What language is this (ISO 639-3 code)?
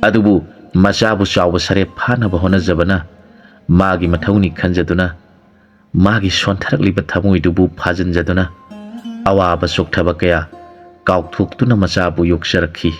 mni